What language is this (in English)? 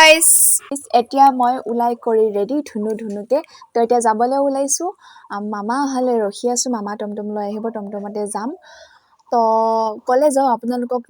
Assamese